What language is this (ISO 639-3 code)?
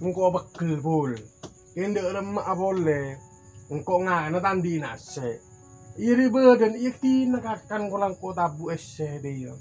mad